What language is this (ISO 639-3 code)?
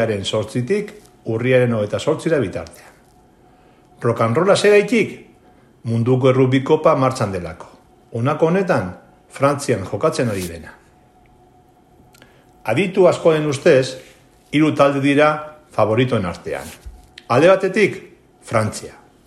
eus